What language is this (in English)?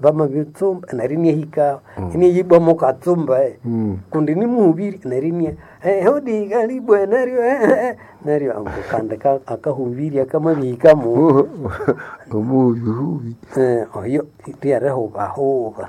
Nande